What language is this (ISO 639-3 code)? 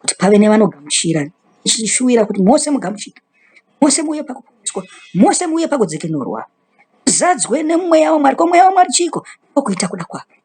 sna